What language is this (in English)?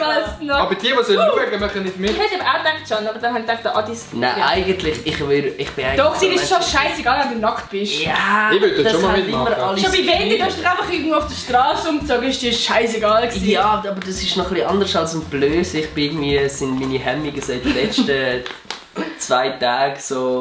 Swiss German